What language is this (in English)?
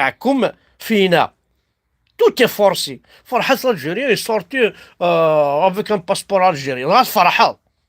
Kabyle